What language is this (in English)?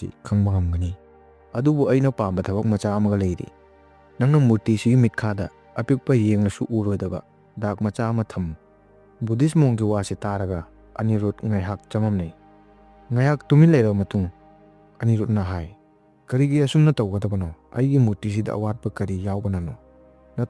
Manipuri